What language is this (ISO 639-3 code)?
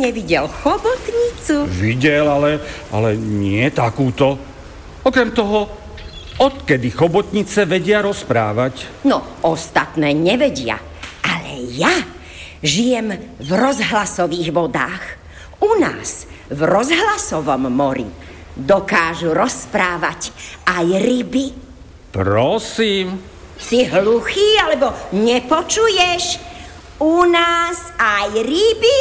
slk